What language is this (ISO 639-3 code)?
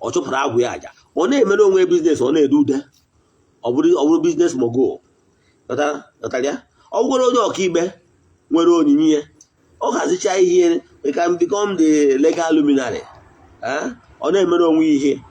ibo